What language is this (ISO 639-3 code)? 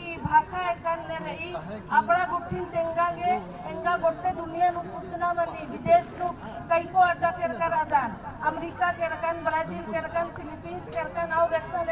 kru